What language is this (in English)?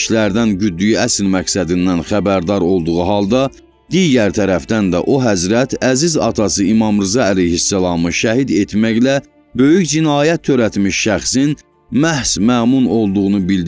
Azerbaijani